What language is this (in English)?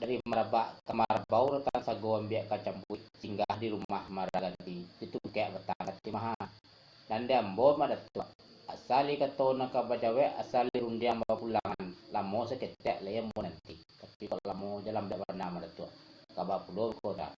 Minangkabau